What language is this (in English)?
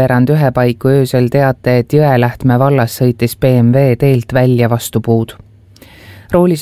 Estonian